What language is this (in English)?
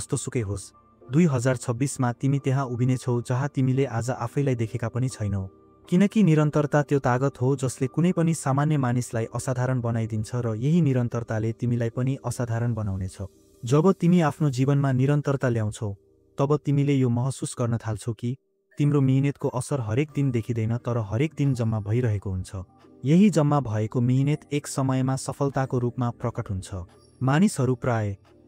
Nepali